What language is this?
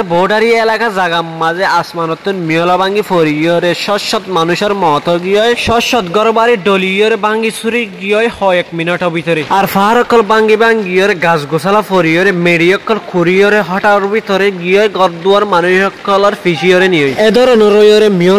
Rohingya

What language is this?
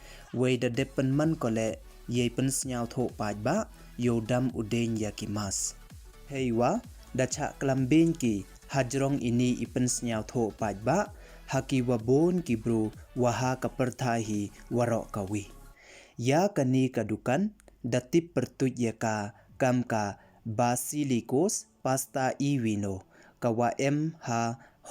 Pnar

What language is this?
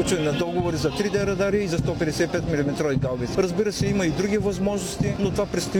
Bulgarian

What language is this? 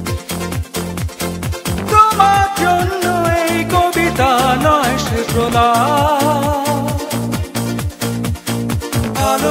Bangla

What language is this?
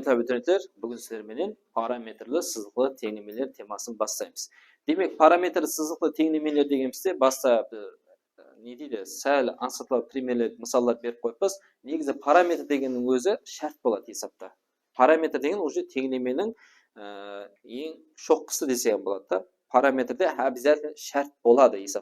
Kara-Kalpak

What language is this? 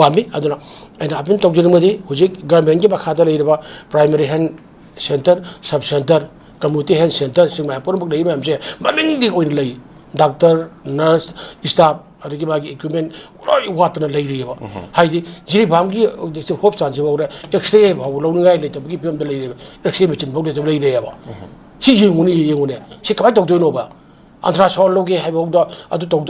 Manipuri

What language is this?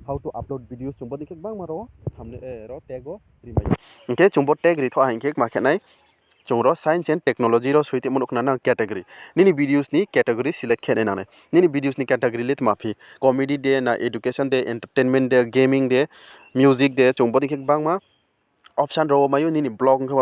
Riang (India)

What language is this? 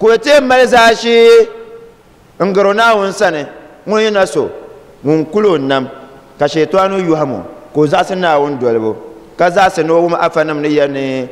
Dagbani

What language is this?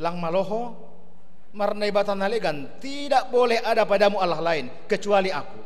Batak Simalungun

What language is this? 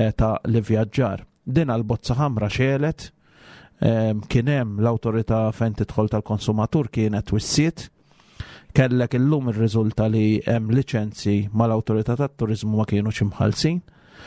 Maltese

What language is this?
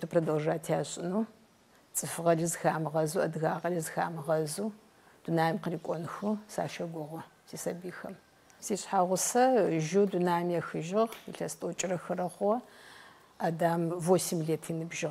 Adyghe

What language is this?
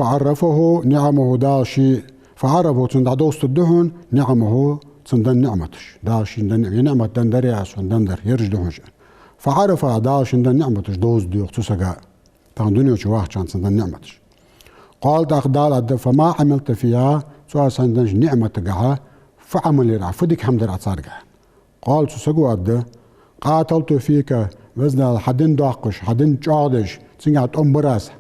Ingush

